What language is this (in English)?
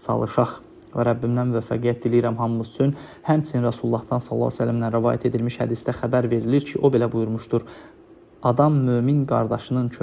Azerbaijani